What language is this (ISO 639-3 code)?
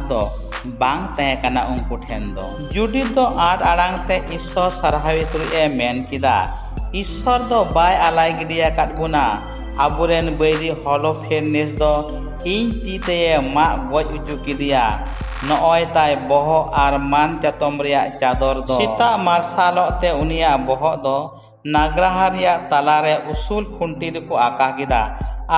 sat